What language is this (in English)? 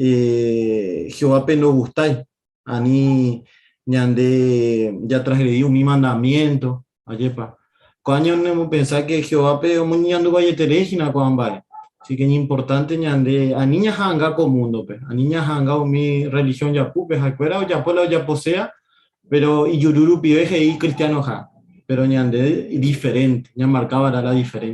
Guarani